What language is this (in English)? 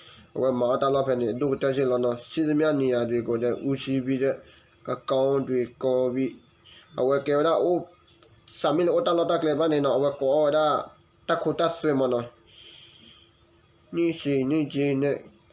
S'gaw Karen